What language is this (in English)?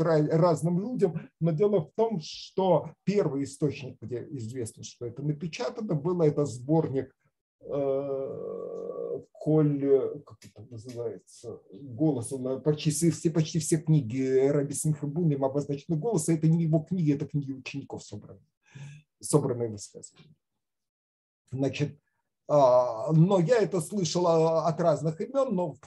Russian